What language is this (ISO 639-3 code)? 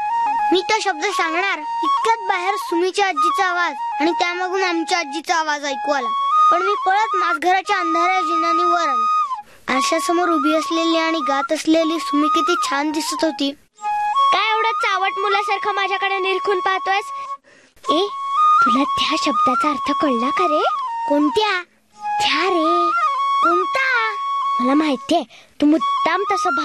mar